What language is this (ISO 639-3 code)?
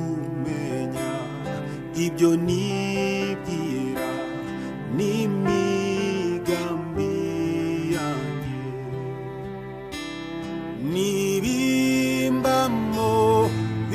kin